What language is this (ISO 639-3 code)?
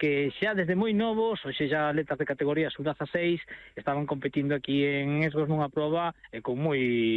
glg